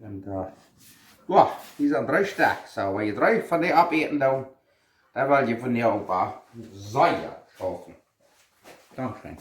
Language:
Plautdietsch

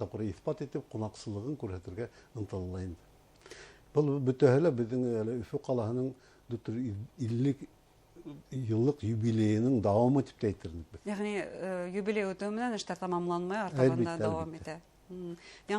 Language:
Bashkir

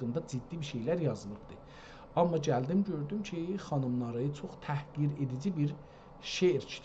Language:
South Azerbaijani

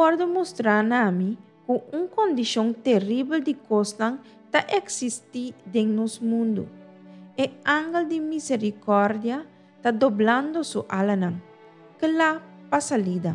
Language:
Papiamento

